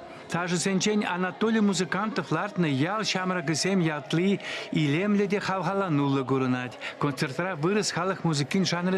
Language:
Chuvash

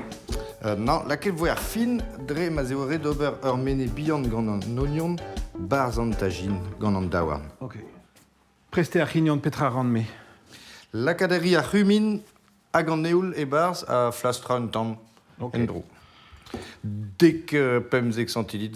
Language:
Breton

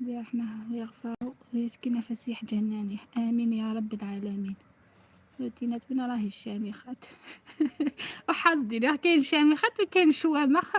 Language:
Algerian Arabic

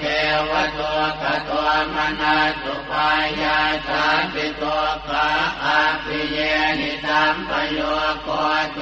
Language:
Pali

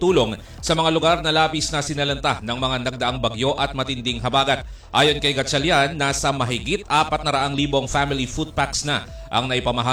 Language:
Filipino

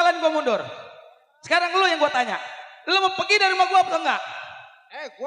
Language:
Betawi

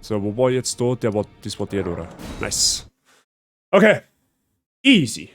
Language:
Bavarian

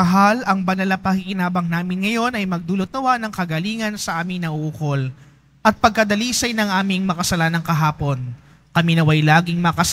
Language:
Filipino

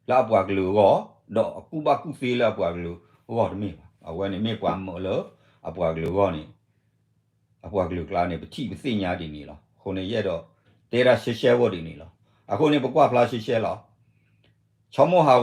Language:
S'gaw Karen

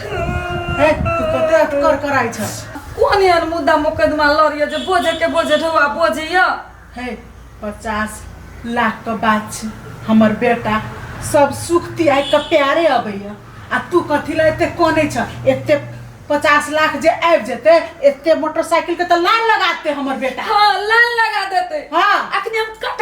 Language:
Maithili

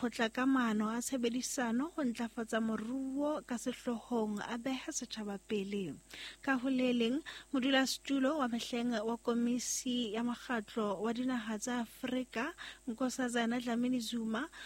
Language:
Southern Sotho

